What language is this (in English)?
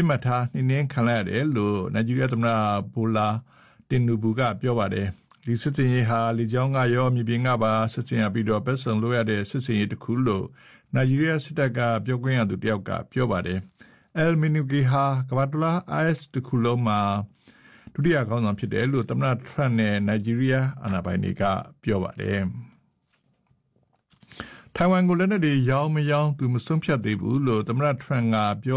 Burmese